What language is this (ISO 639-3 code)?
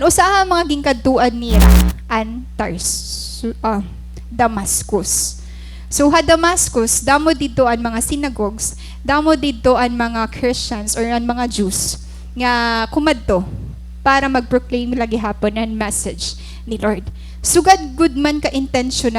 war